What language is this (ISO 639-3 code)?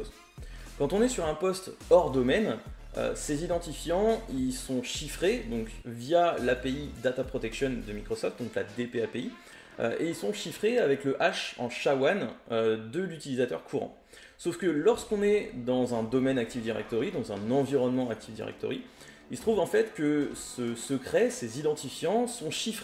fra